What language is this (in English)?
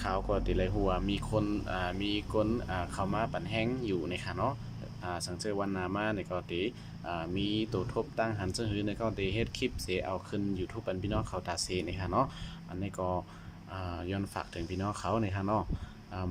Shan